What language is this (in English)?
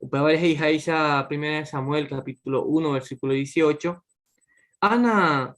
Guarani